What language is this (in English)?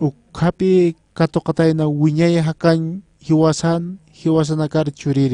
Aymara